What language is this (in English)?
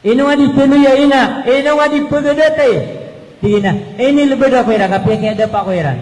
Maranao